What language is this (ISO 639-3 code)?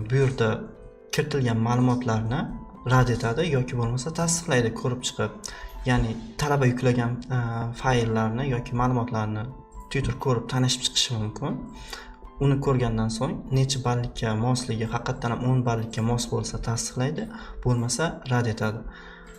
uzb